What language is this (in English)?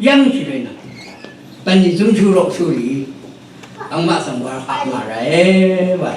Rawang